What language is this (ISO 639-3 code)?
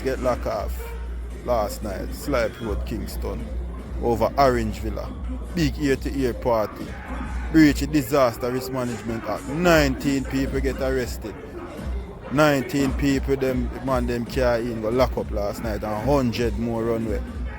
jam